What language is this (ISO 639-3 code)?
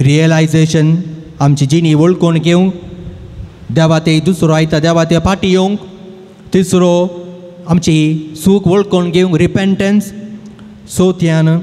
kok